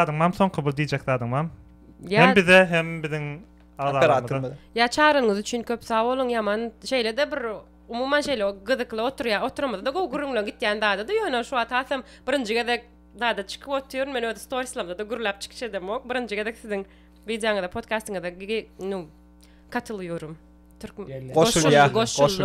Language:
Turkmen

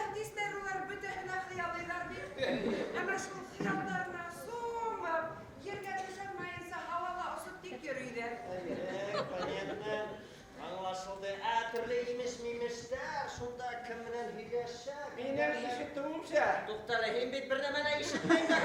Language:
Bashkir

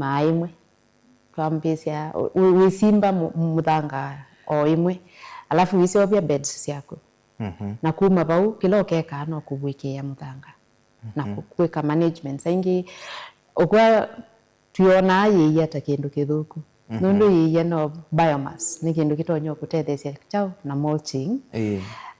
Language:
Kamba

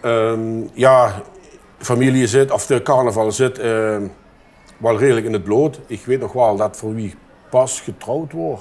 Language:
Limburgish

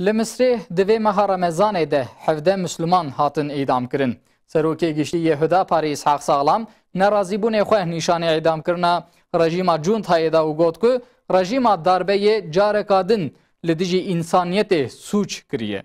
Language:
Kurdish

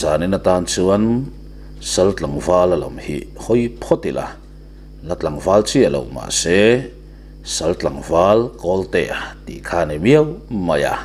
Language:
Mizo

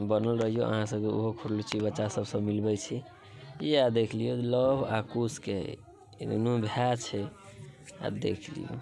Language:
Maithili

